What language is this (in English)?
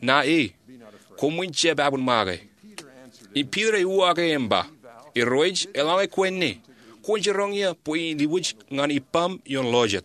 Marshallese